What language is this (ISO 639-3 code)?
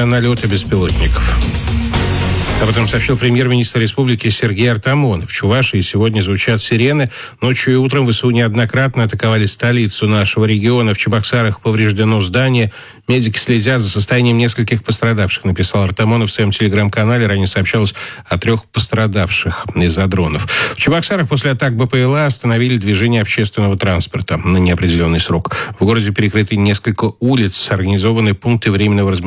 rus